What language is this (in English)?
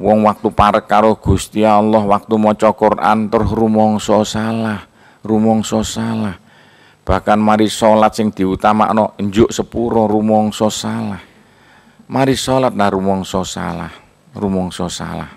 Javanese